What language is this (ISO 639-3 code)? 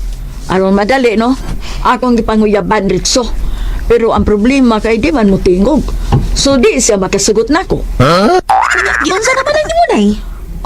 ceb